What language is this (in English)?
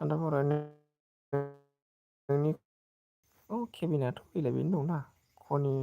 Bodo